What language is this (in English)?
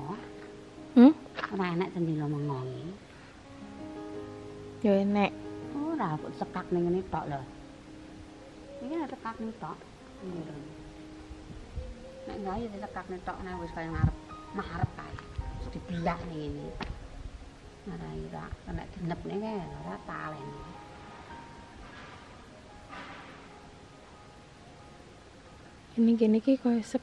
Javanese